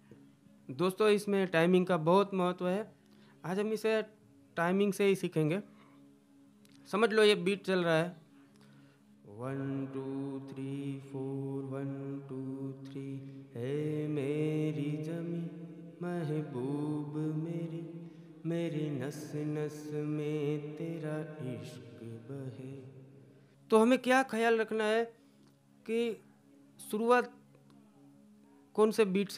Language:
Hindi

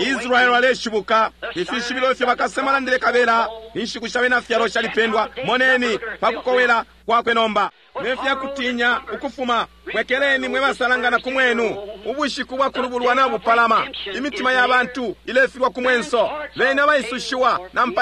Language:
Bemba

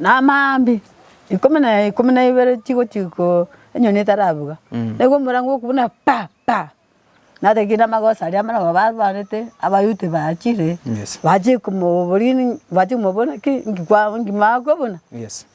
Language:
Gusii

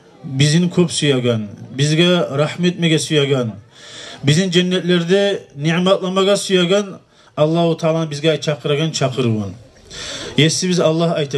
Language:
Kumyk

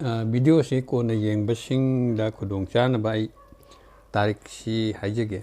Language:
Manipuri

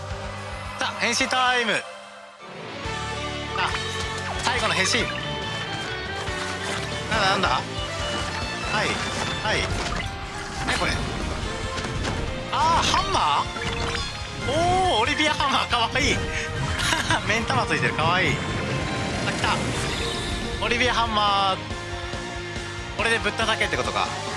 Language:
Japanese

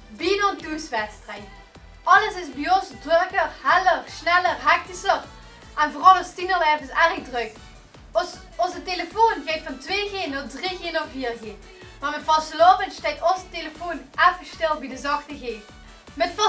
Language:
Limburgish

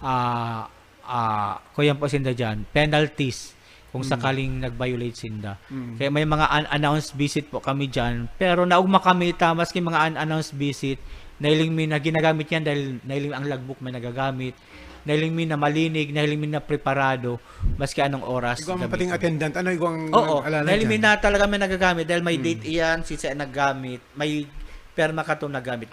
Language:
Bikol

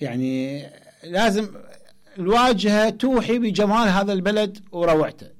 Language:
Mesopotamian Arabic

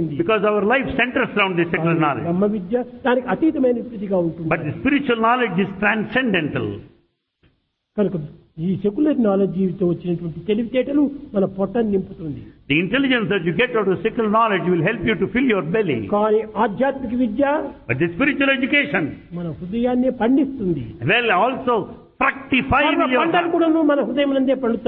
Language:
Telugu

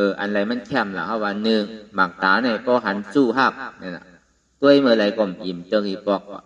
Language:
Shan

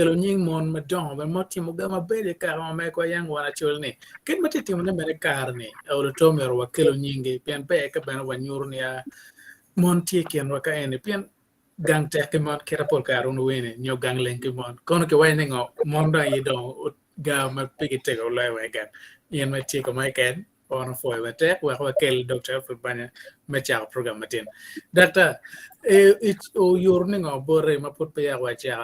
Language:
Acoli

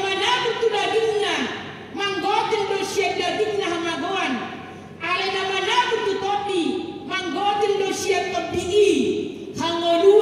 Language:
Batak Toba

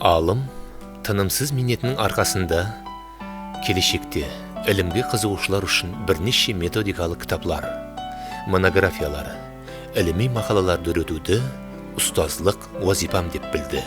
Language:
Kara-Kalpak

